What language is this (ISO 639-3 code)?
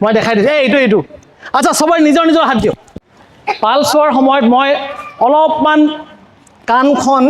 asm